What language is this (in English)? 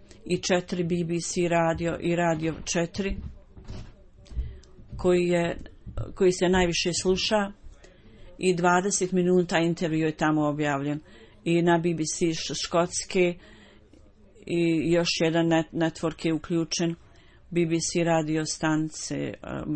Bosnian